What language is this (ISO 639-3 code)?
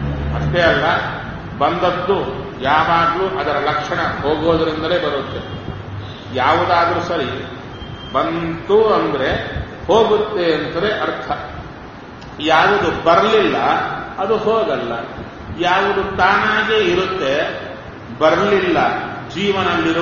kan